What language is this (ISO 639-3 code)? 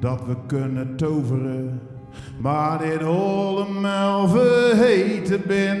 zea